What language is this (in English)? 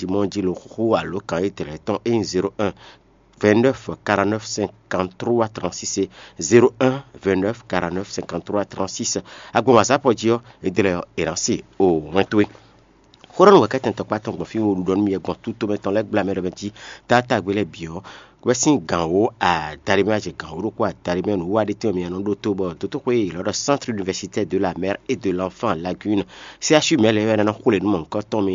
Fon